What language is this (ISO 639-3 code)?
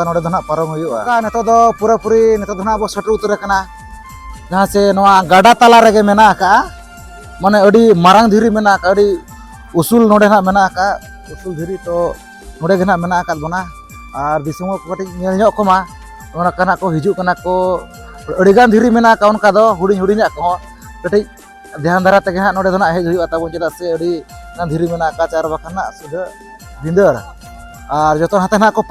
sat